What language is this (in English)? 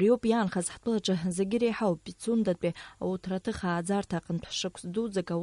Abkhazian